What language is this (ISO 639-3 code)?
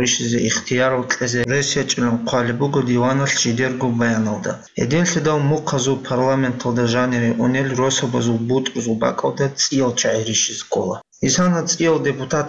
ava